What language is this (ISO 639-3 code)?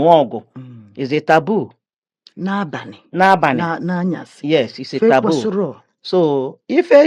ibo